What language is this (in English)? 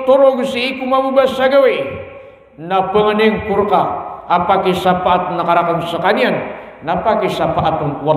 Maranao